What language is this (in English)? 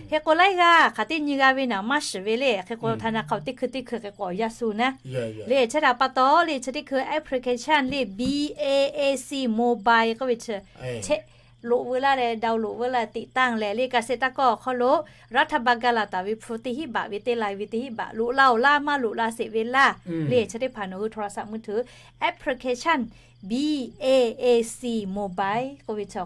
Lahu